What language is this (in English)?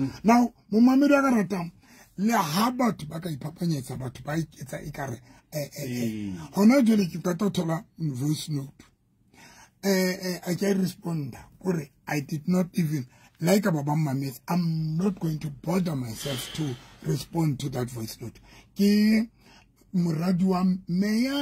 Southern Sotho